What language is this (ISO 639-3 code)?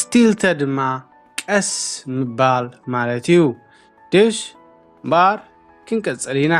tir